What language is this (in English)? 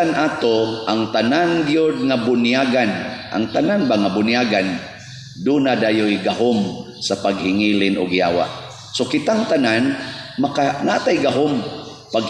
Cebuano